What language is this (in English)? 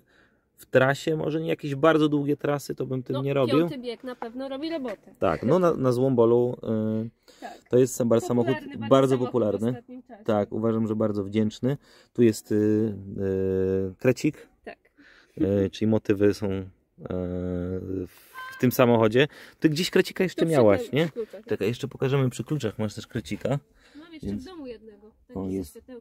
Polish